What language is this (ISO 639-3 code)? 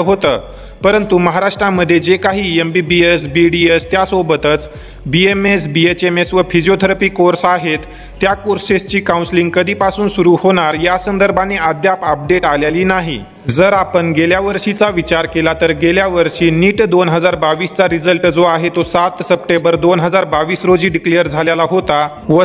mar